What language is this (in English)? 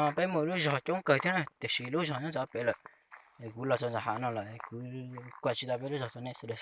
Hmong